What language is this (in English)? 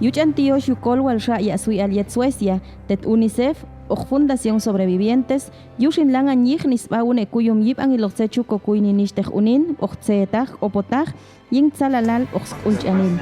Popti'